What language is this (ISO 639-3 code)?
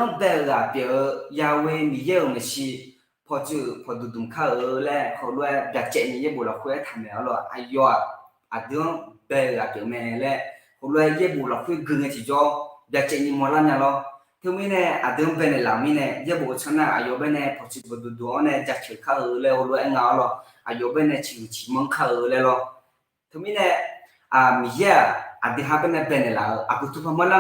ahk